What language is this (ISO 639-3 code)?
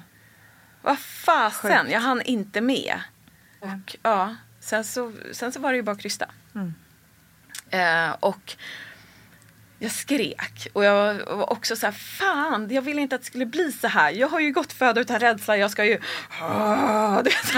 swe